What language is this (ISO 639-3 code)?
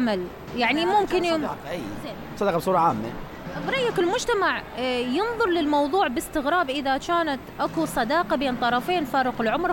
acm